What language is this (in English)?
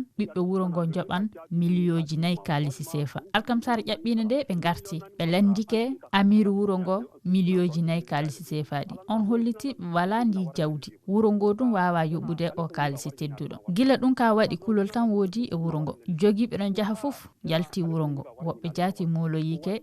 Fula